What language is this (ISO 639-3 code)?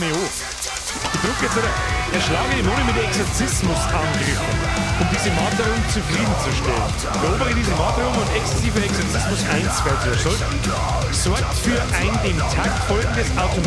bar